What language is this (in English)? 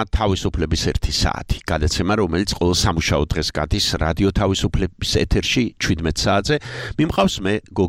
Georgian